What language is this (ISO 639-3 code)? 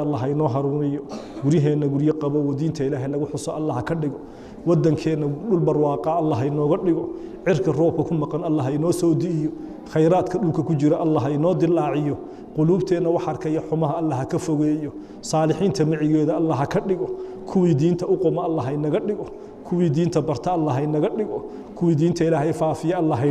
som